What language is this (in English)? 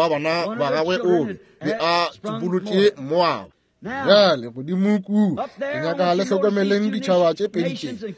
Northern Sotho